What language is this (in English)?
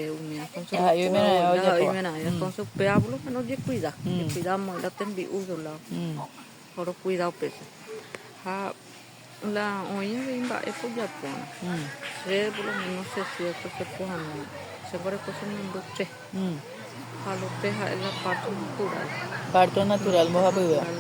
Guarani